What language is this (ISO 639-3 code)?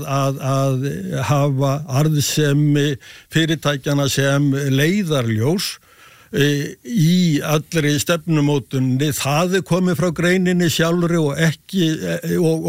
isl